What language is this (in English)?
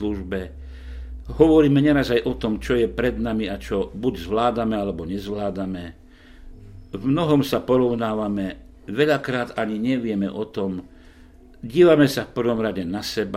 Slovak